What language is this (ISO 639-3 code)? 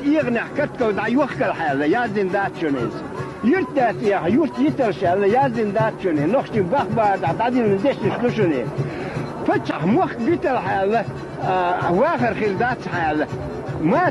che